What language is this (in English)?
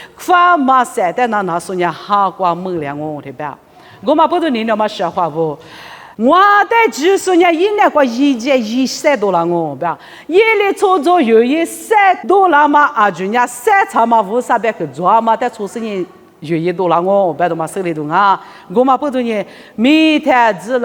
Lisu